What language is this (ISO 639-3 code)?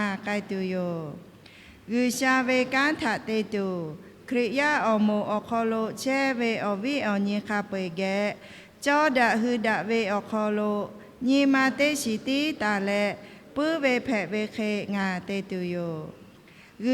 lhu